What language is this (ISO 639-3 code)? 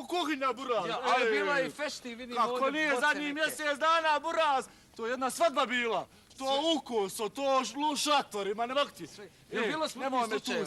bos